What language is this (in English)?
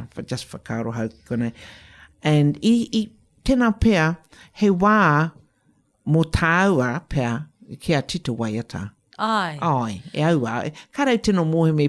Māori